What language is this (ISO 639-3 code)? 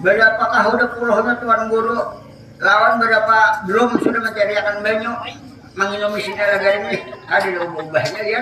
bjn